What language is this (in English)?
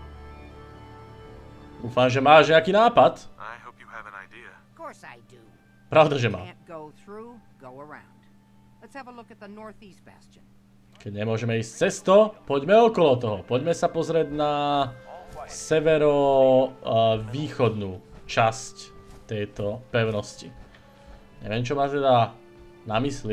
Slovak